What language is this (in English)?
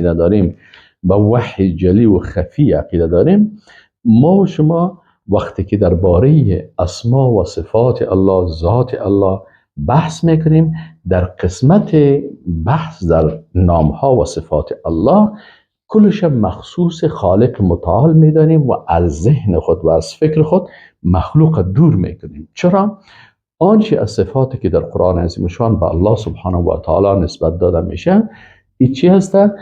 Persian